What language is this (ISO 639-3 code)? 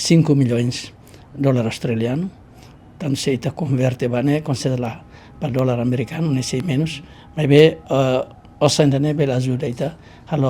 tet